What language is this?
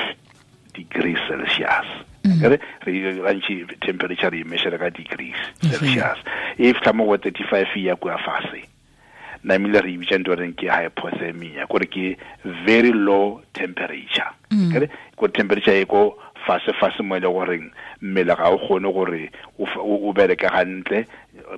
Tswana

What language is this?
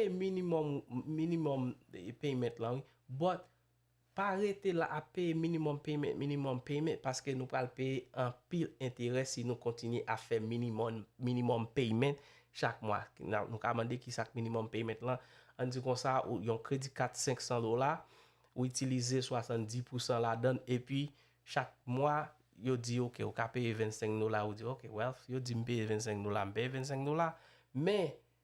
Haitian Creole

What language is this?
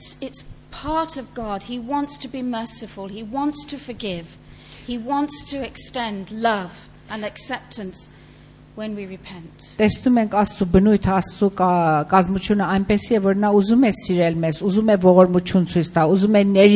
Armenian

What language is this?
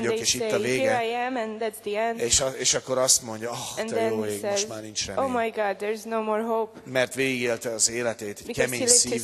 Hungarian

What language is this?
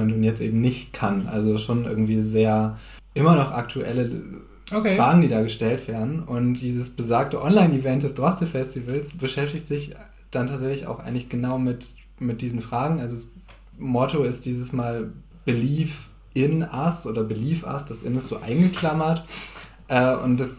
Low German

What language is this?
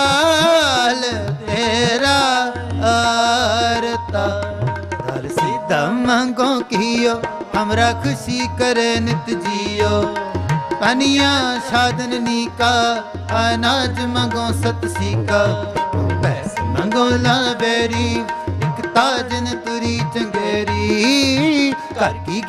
Punjabi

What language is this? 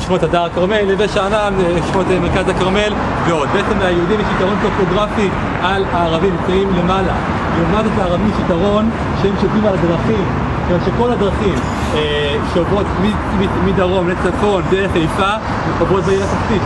Hebrew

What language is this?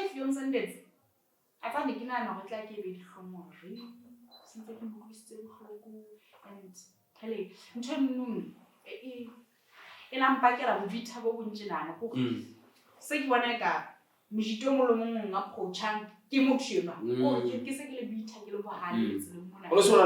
Southern Sotho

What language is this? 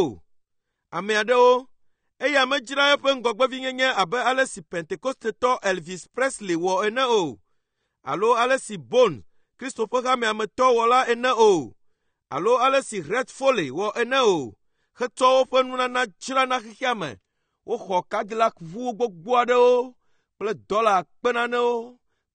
Ewe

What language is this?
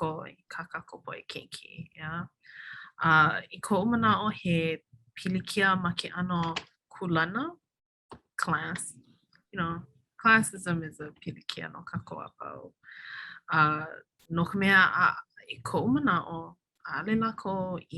Hawaiian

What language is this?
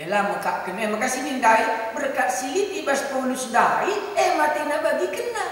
Batak Karo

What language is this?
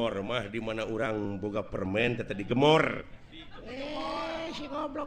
Sundanese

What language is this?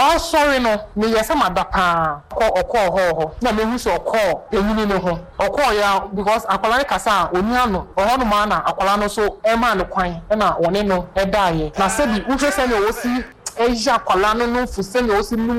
Akan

